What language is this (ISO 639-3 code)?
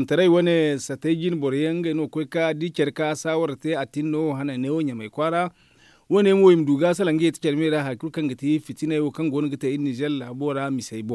dje